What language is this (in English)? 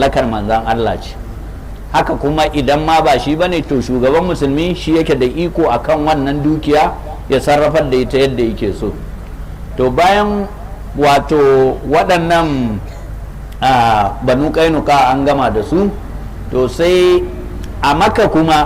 Hausa